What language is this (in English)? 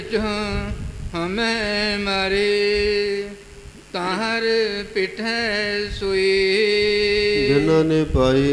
Punjabi